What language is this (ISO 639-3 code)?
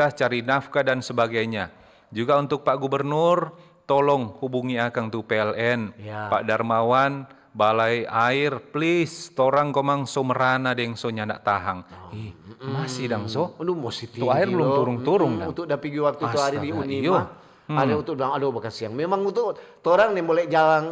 xmm